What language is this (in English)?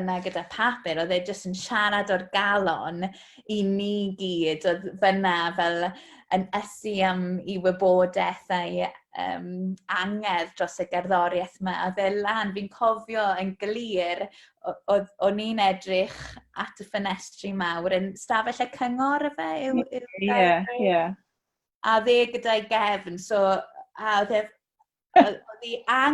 Welsh